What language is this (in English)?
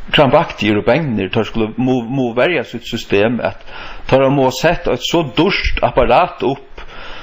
Faroese